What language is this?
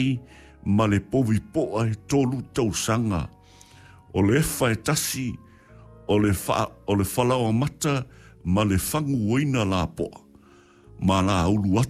Samoan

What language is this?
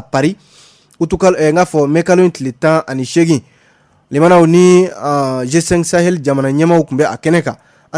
Bambara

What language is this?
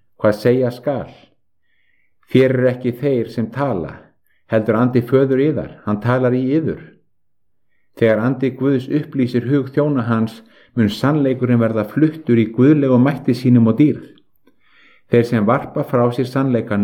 Icelandic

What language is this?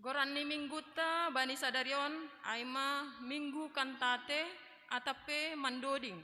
Batak Simalungun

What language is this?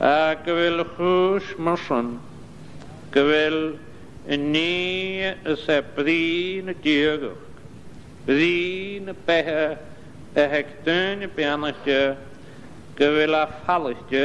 Scottish Gaelic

